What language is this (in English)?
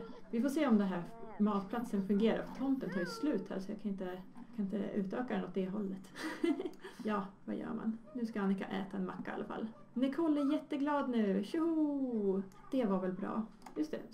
Swedish